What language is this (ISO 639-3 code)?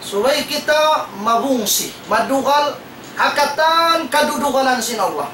tsg